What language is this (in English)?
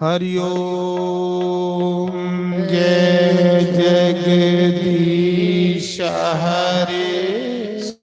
Dogri